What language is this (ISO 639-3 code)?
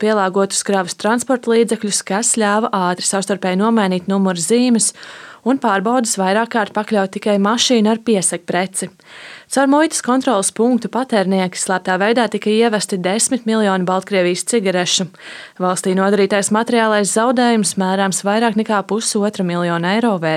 lav